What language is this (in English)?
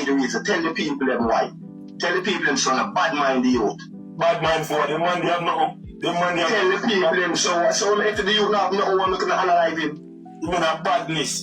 Jamaican Creole English